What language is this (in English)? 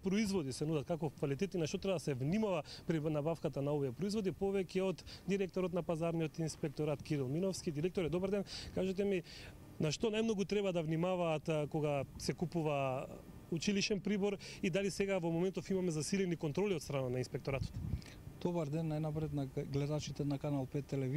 Macedonian